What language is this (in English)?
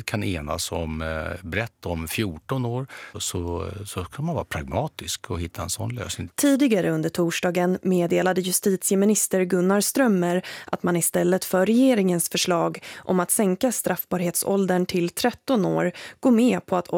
Swedish